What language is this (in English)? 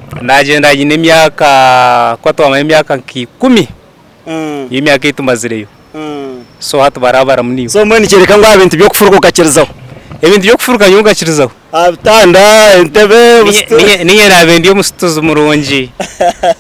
Nyankole